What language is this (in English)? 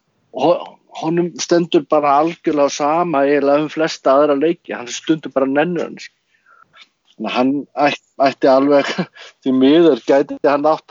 Icelandic